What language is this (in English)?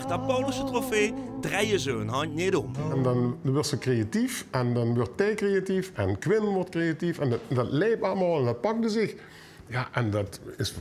Limburgish